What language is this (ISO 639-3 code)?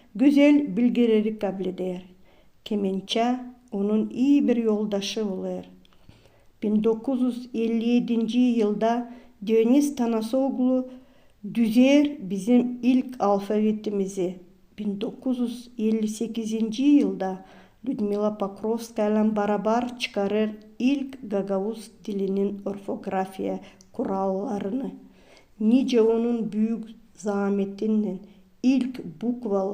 gag